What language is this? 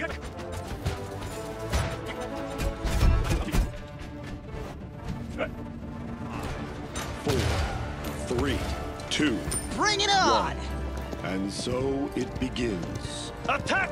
English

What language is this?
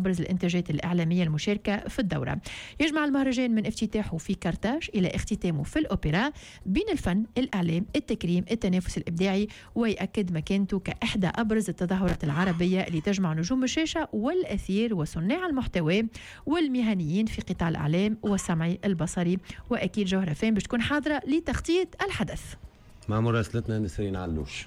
Tunisian Arabic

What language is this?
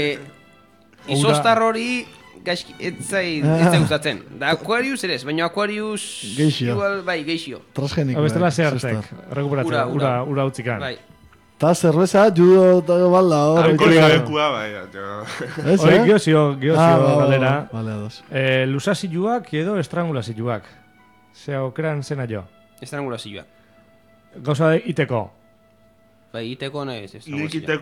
Basque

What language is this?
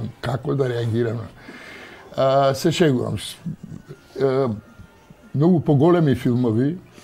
Macedonian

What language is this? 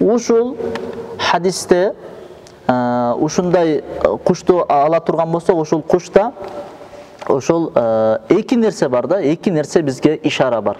Kyrgyz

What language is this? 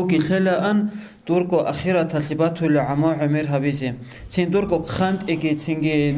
Avaric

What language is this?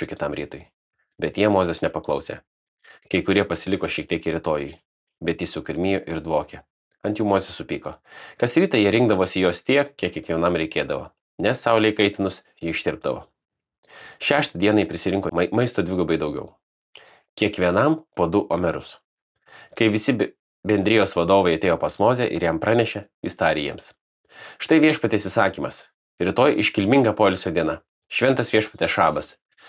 Lithuanian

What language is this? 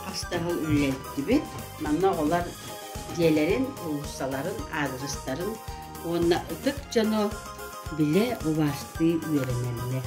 Yakut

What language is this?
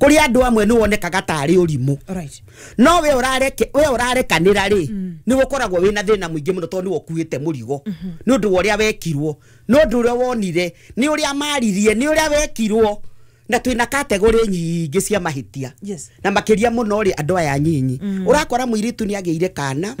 Kikuyu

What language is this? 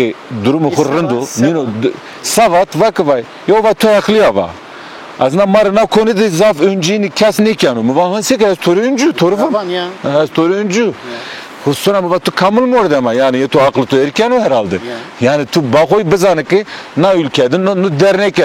Zaza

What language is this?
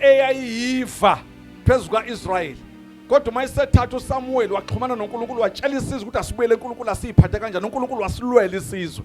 Zulu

